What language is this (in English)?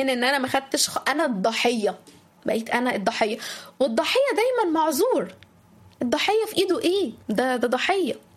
Egyptian Arabic